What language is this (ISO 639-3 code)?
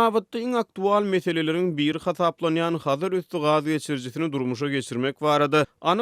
tuk